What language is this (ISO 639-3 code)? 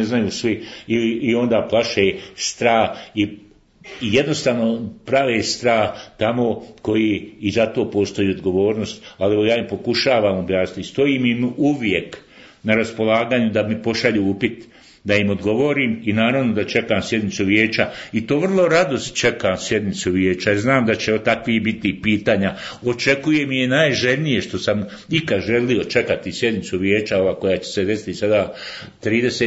bos